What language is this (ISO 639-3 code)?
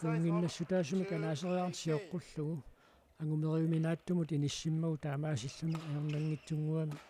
kal